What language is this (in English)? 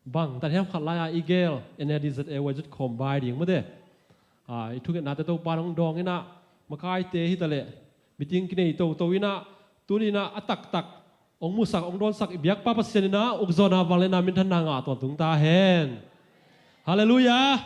Tedim Chin